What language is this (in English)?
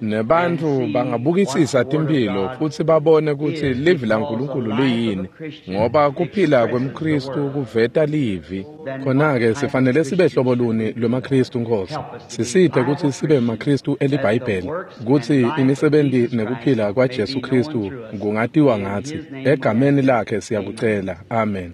Swati